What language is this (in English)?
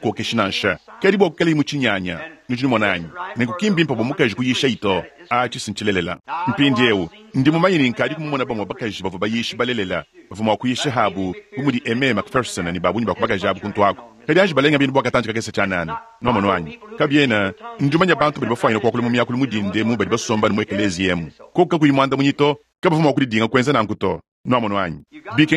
Luba-Lulua